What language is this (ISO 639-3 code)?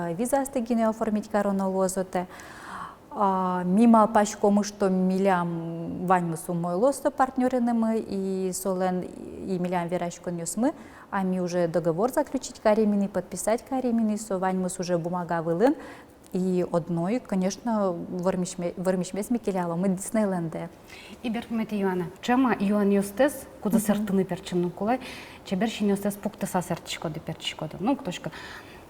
udm